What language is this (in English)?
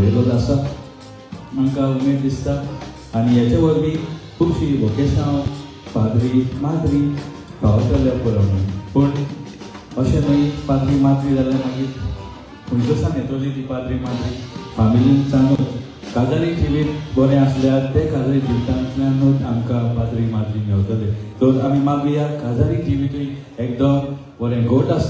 Konkani